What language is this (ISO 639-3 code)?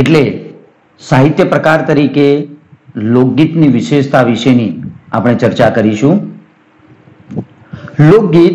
guj